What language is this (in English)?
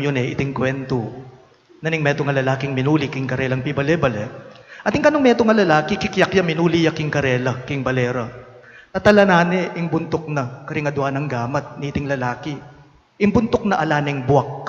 Pampanga